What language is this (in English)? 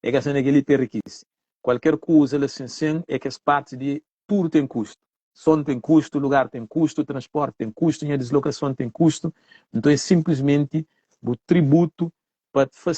Kabuverdianu